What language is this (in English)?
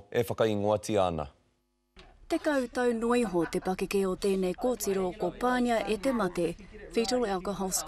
Māori